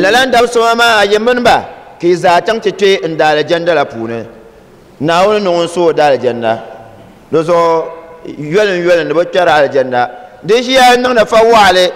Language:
Dagbani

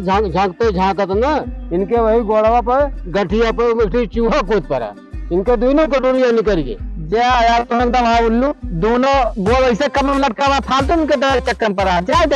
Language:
Awadhi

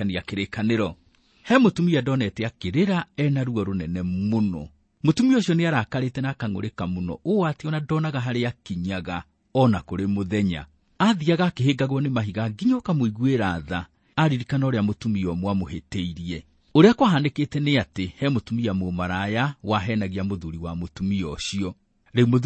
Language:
Kikuyu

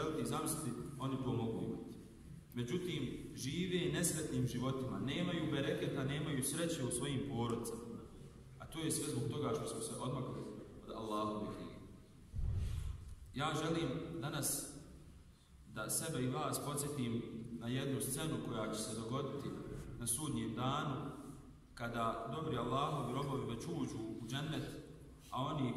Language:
Bosnian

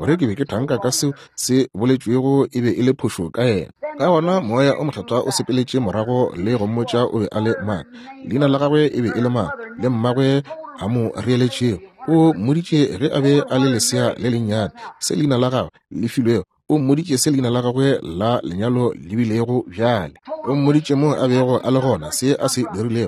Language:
Northern Sotho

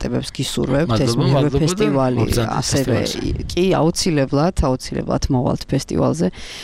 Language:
Georgian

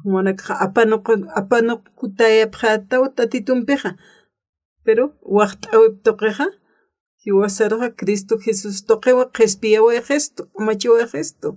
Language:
Aymara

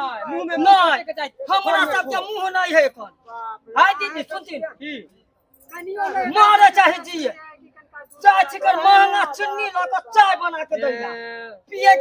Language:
Maithili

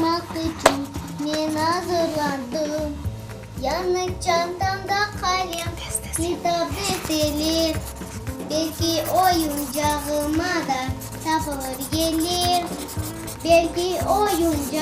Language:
Crimean Tatar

